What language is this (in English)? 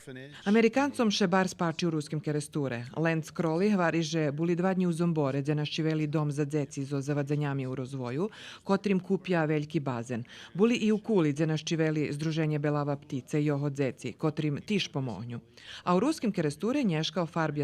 Rusyn